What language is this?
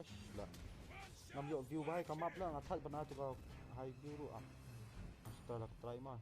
Khasi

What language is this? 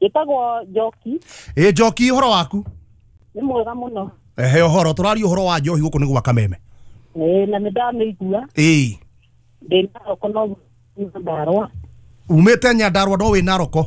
Kikuyu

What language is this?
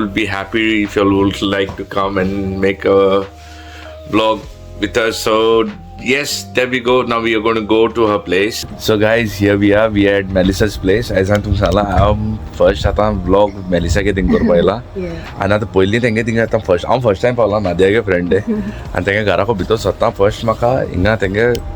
Konkani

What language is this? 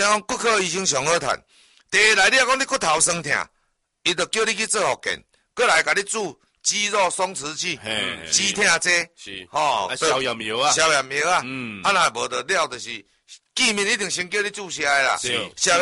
Min Nan Chinese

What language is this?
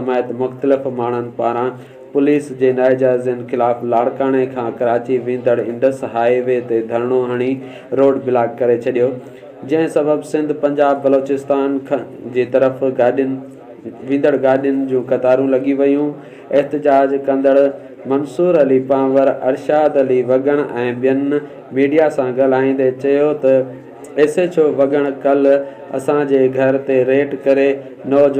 Sindhi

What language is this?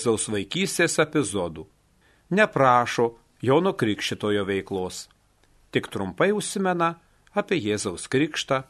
Lithuanian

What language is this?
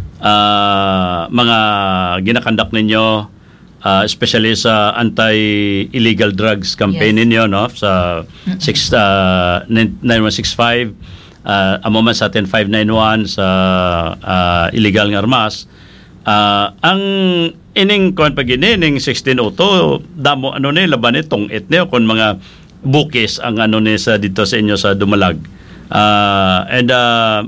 Hiligaynon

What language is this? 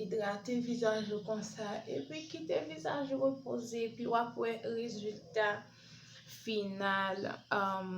Haitian Creole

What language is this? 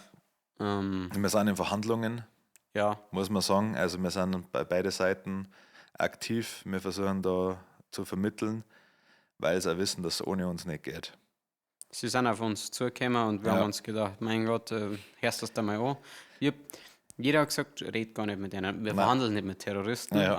Bavarian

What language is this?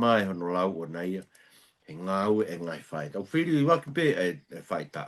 Tongan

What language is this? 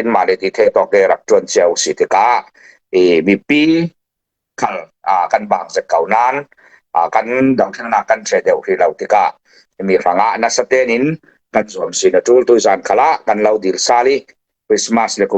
Falam Chin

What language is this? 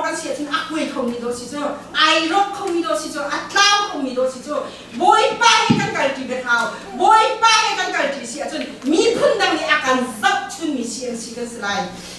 Hakha Chin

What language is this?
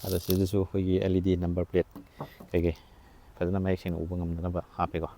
Manipuri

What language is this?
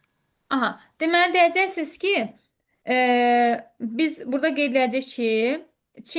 Azerbaijani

